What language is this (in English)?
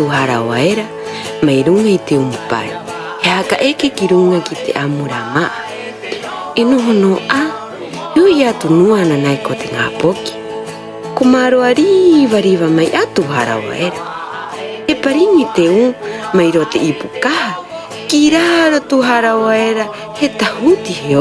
Rapanui